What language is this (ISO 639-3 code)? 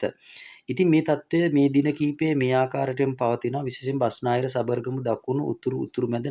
sin